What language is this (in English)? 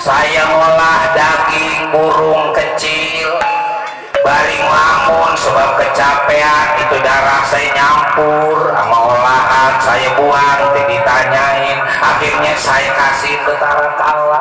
Betawi